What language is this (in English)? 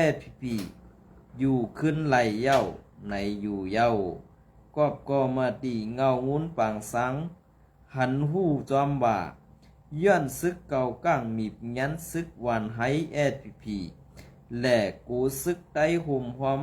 Shan